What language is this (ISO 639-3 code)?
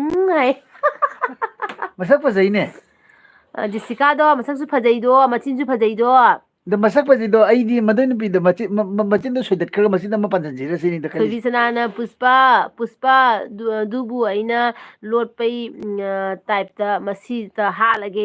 mni